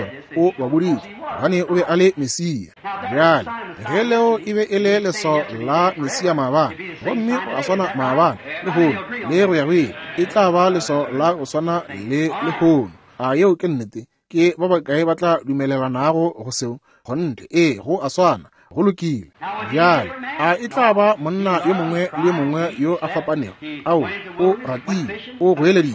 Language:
Northern Sotho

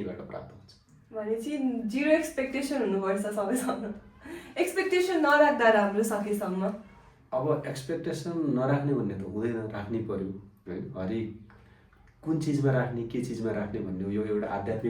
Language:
Nepali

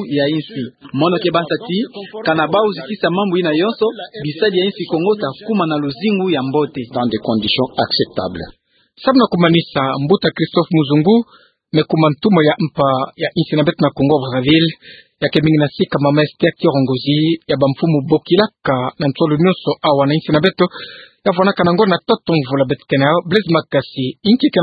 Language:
Kituba (Democratic Republic of Congo)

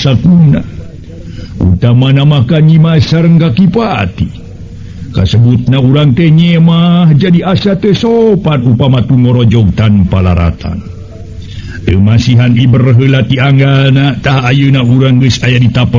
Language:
Sundanese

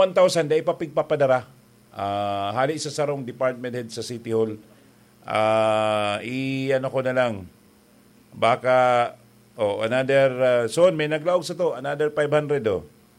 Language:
Bikol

